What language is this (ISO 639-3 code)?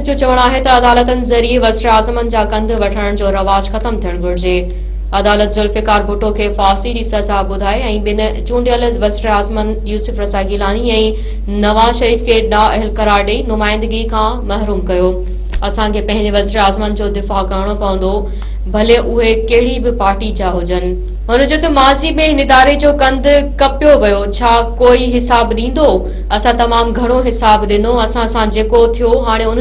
snd